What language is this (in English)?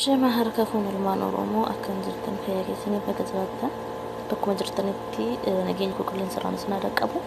Oromo